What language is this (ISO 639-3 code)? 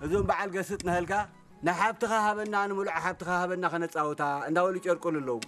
tir